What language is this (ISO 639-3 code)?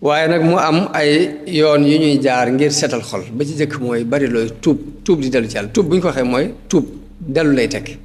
wol